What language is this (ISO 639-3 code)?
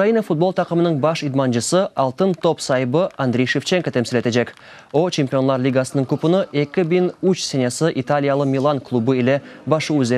crh